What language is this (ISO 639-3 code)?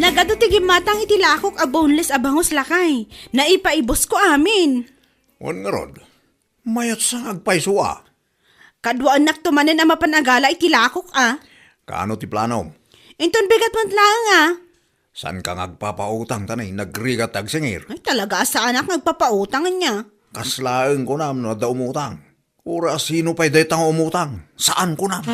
ilo